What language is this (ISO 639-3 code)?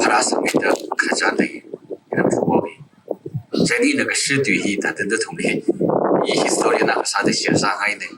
nmf